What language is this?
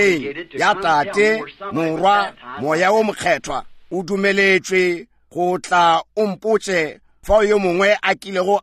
Northern Sotho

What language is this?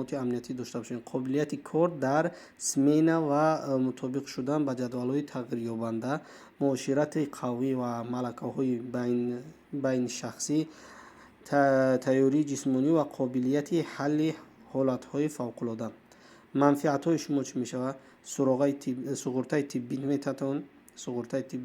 Tajik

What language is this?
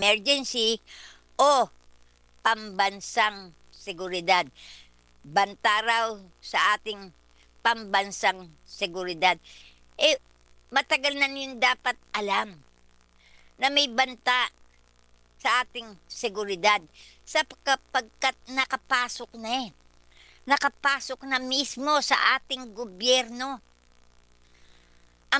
Filipino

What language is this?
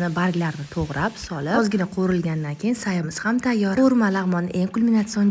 Uzbek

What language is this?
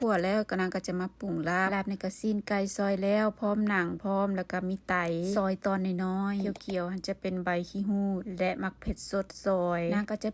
Lao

